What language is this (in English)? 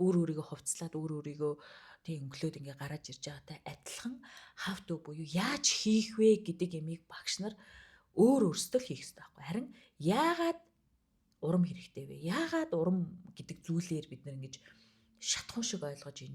Mongolian